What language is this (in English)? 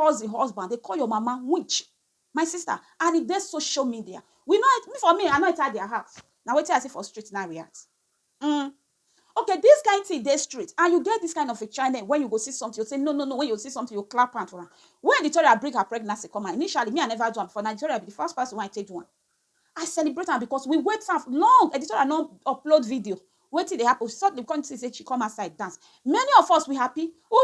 Nigerian Pidgin